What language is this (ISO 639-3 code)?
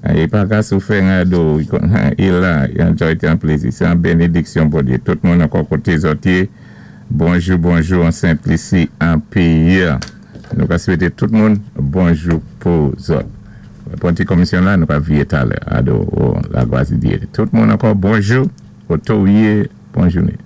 acf